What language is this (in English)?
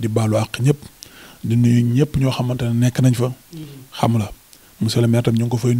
Wolof